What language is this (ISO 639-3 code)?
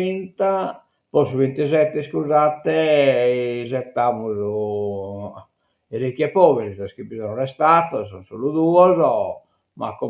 srd